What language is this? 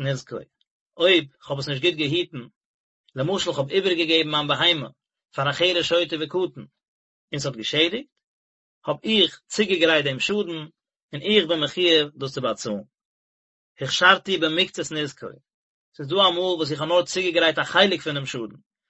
Yiddish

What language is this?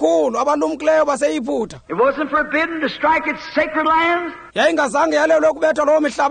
Xhosa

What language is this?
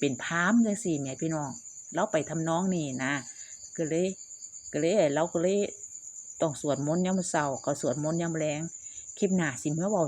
Northeastern Thai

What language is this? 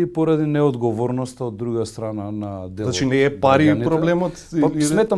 Macedonian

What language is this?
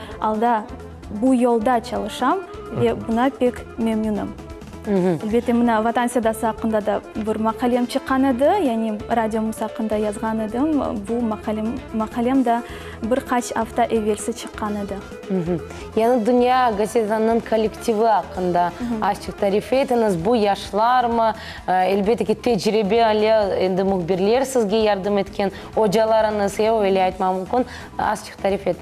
Crimean Tatar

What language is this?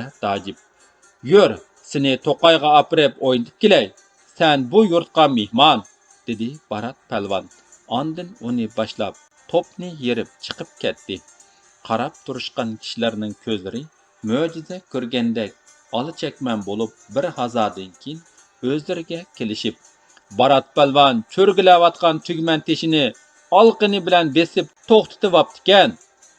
Uyghur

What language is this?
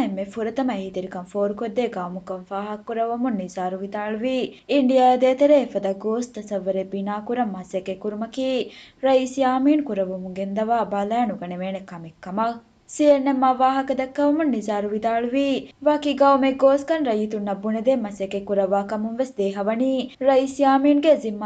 Divehi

